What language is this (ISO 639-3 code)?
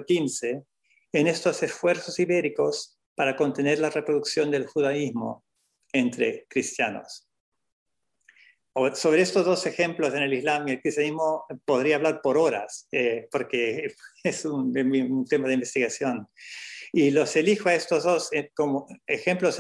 spa